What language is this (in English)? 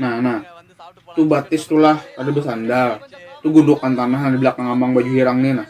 Banjar